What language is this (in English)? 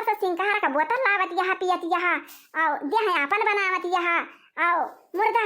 Awadhi